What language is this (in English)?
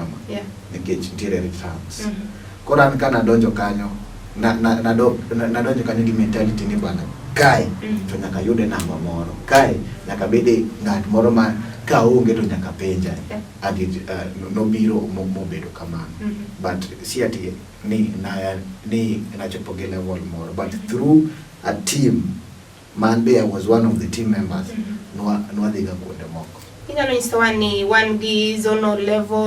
Luo (Kenya and Tanzania)